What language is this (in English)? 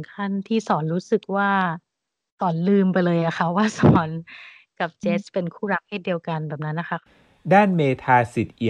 Thai